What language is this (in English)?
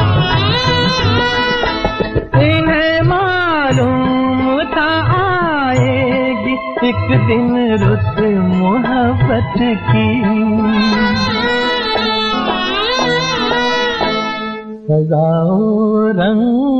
Punjabi